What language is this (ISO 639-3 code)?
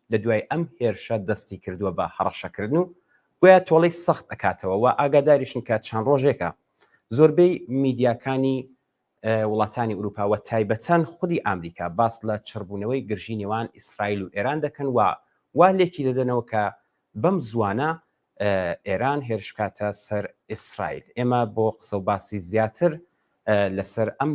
ckb